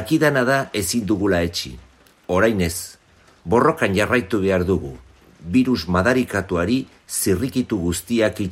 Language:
Basque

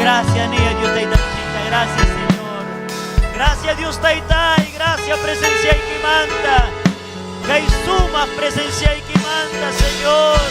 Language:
Ayacucho Quechua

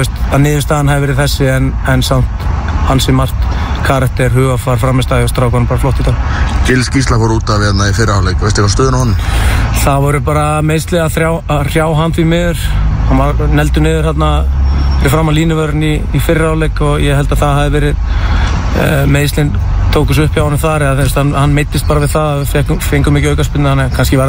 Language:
Icelandic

